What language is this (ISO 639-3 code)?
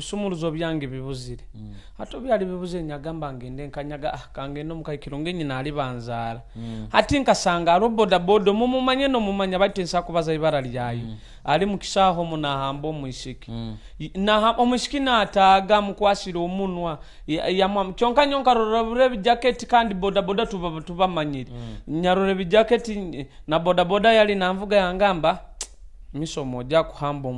nyo